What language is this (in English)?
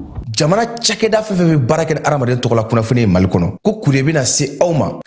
Bambara